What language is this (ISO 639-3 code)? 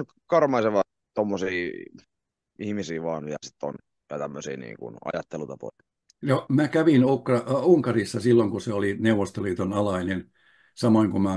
fin